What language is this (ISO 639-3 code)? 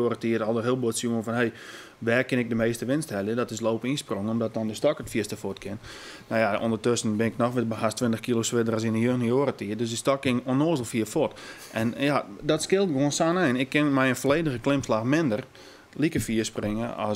fry